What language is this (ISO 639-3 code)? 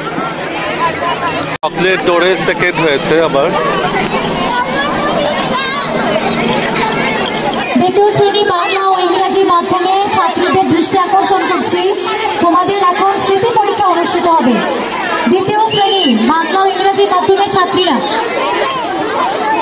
ben